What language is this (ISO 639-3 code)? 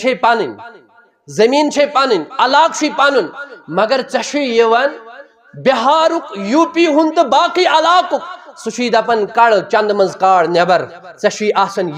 kas